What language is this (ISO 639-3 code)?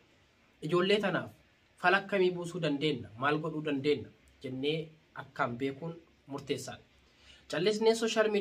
orm